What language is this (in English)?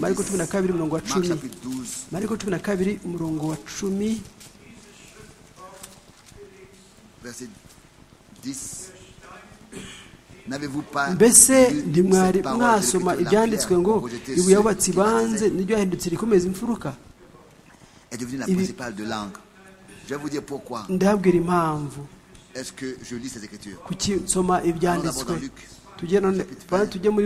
Kinyarwanda